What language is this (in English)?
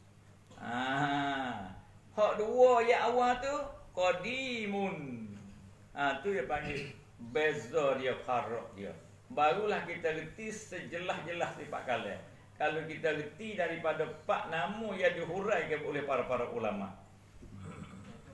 Malay